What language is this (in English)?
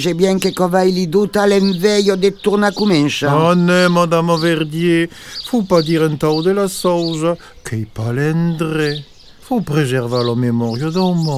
Occitan